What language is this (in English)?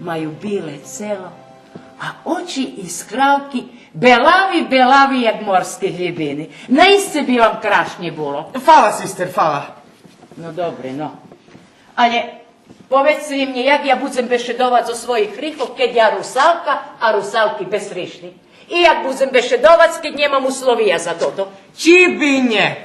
Rusyn